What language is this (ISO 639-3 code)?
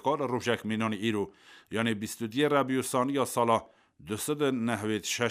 kur